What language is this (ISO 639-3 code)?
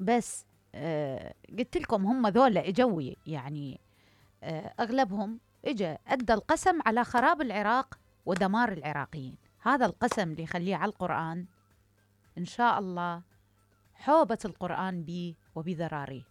acm